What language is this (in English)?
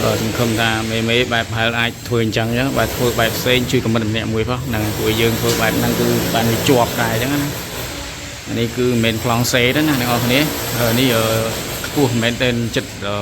Khmer